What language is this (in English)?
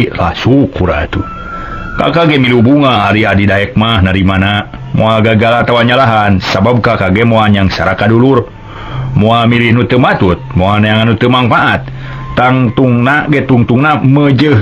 Sundanese